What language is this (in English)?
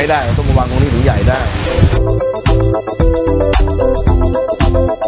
Thai